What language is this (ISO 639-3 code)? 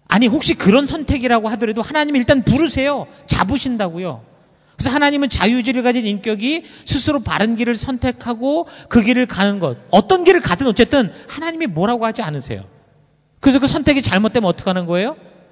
kor